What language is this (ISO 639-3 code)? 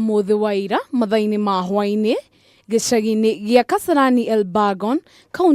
kik